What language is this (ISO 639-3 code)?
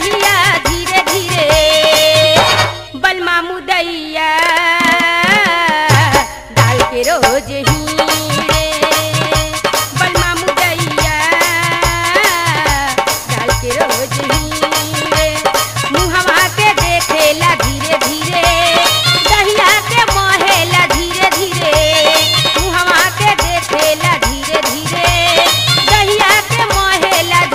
bho